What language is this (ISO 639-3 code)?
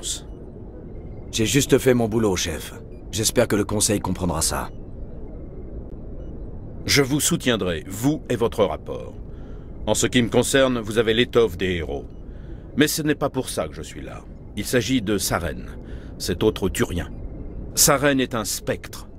fra